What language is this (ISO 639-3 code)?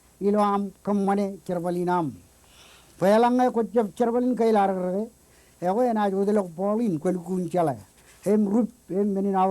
mah